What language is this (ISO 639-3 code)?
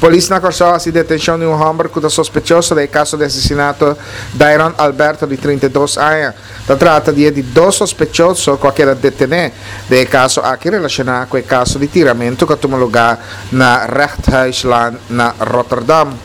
pap